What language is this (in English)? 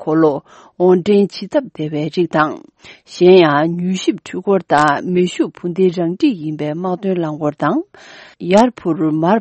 Tibetan